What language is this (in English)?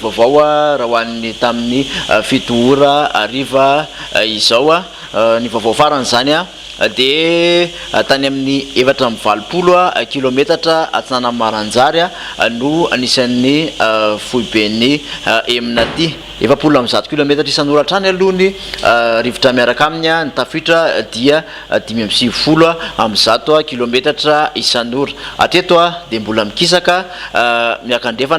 Malagasy